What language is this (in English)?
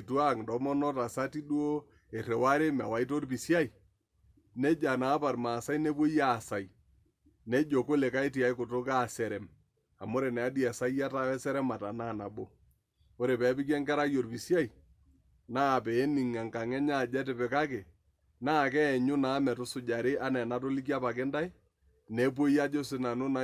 Masai